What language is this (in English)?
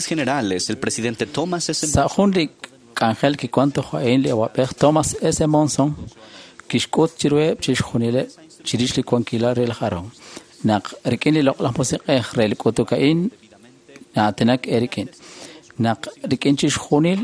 Kekchí